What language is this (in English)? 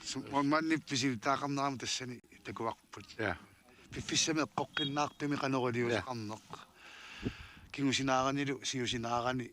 Kalaallisut